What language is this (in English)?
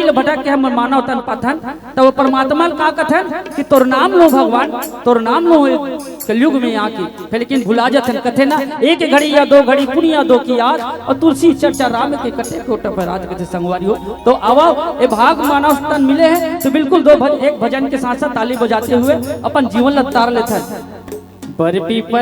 Chhattisgarhi